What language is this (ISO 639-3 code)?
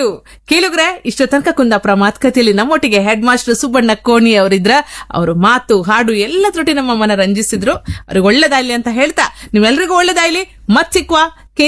kan